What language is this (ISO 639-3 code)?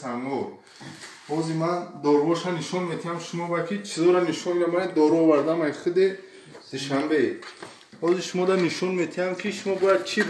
tgk